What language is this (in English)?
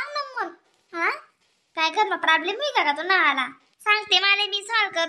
Khandesi